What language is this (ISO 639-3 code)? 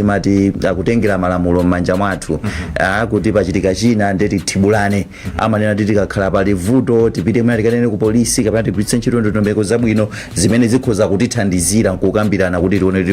nya